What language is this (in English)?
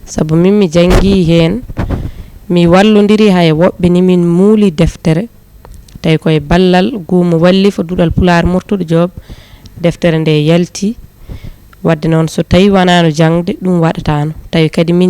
Fula